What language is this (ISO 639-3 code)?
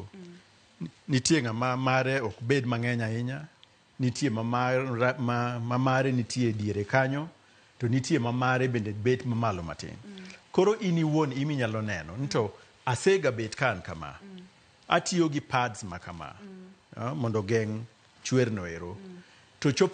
luo